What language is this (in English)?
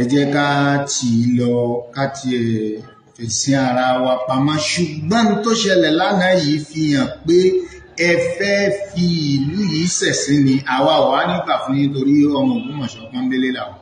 Yoruba